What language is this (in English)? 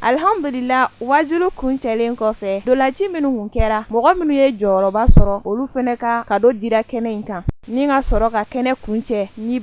Bambara